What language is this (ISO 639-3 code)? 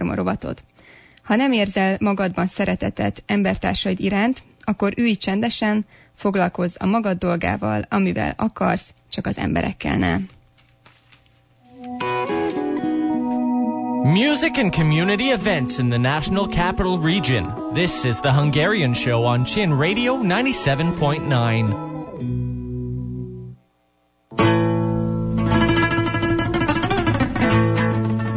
hun